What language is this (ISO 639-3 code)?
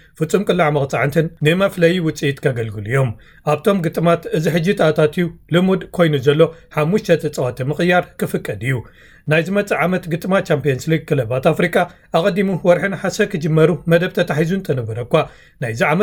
tir